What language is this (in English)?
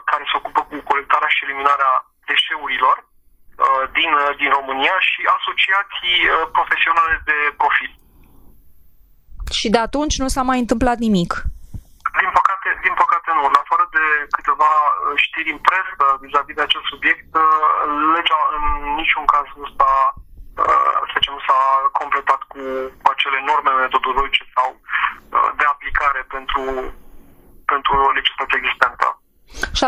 Romanian